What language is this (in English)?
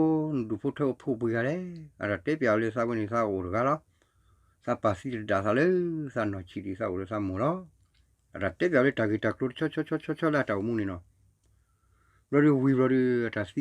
S'gaw Karen